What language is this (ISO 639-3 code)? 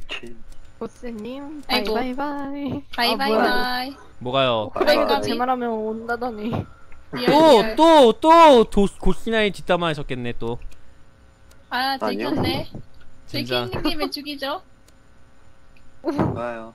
kor